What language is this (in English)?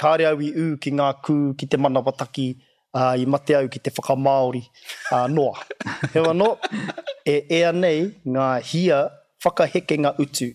Māori